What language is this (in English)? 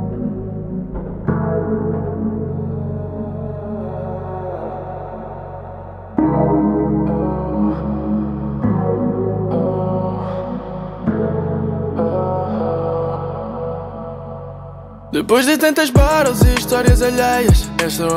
Portuguese